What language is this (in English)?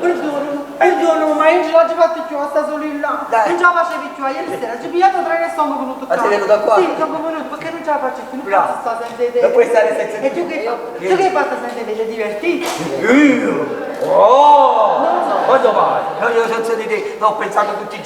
Neapolitan